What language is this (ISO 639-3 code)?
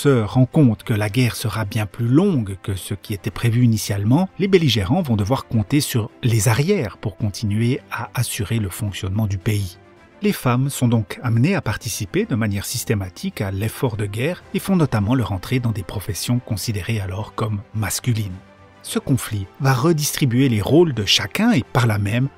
fra